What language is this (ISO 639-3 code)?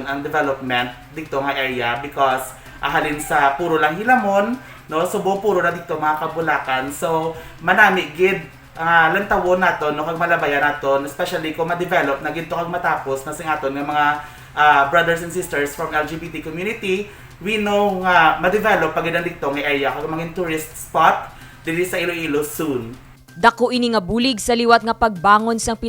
hil